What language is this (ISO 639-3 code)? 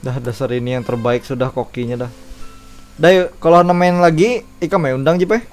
bjn